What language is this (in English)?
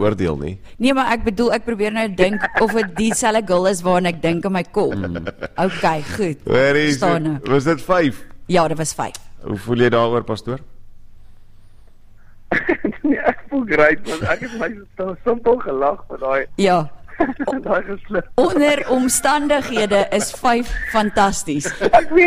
Afrikaans